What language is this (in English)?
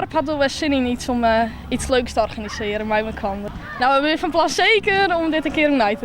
Western Frisian